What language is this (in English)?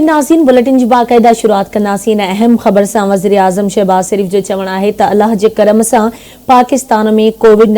Sindhi